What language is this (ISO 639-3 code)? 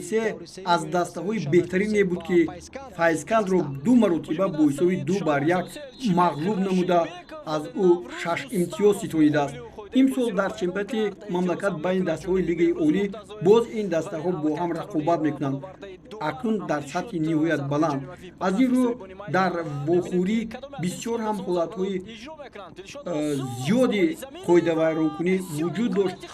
tgk